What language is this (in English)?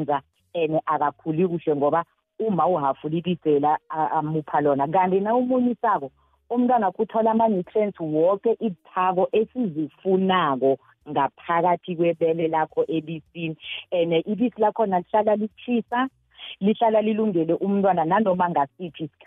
South Ndebele